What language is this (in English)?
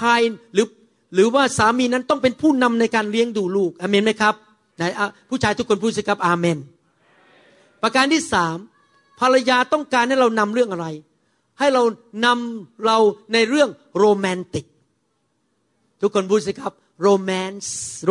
Thai